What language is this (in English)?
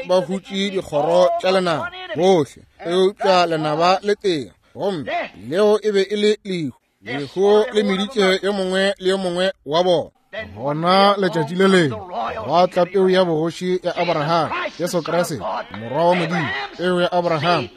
Northern Sotho